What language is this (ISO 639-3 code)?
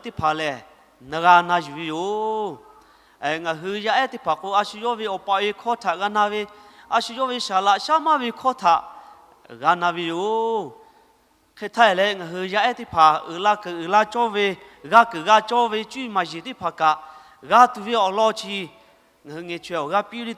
lhu